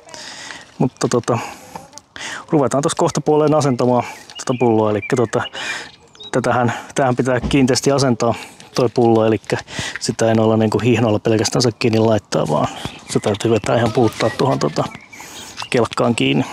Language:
Finnish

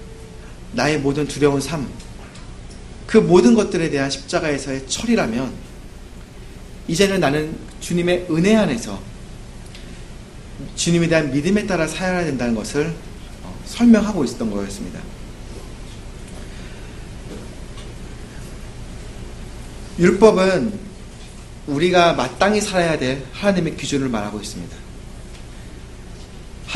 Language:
Korean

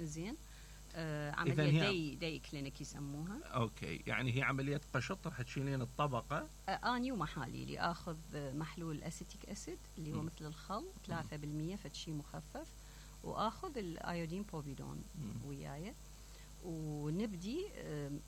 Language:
Mesopotamian Arabic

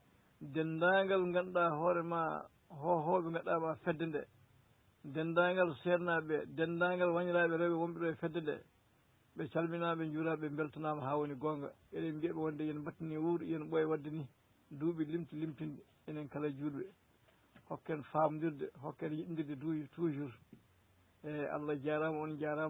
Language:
Fula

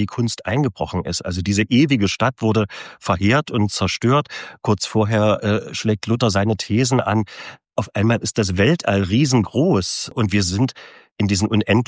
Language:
German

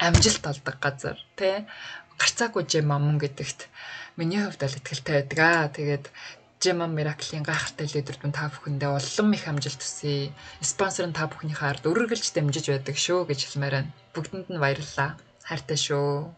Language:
Mongolian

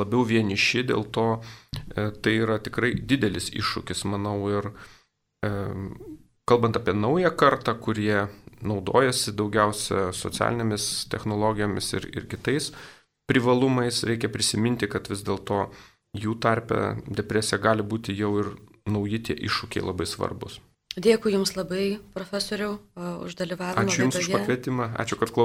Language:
Lithuanian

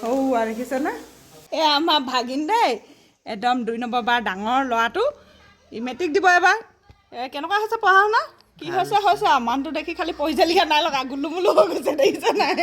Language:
Assamese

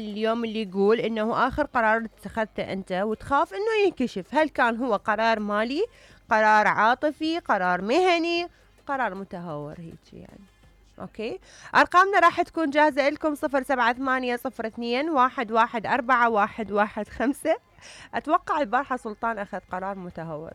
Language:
Mesopotamian Arabic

